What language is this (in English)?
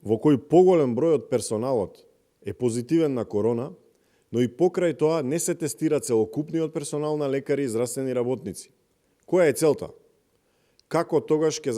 Macedonian